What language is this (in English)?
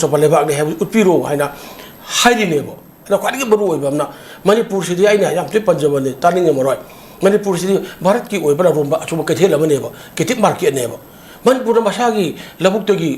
Manipuri